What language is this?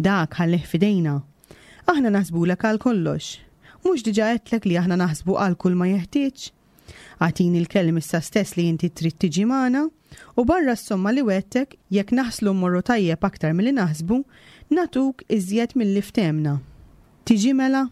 Maltese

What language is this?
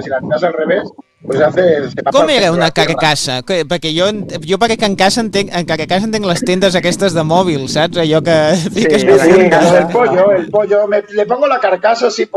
Catalan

